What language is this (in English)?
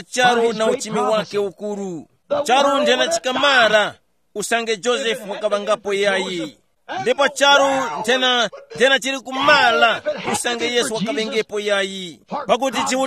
Tumbuka